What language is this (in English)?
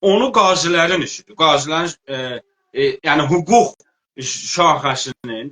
South Azerbaijani